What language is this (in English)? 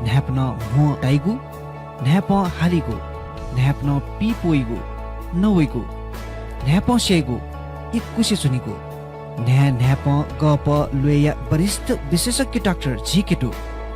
Newari